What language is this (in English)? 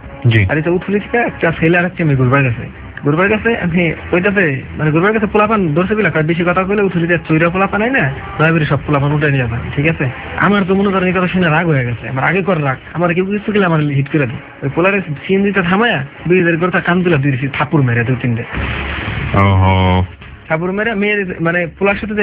Bangla